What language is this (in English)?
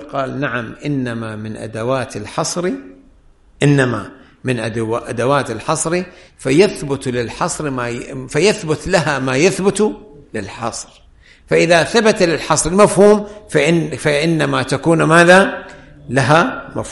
Arabic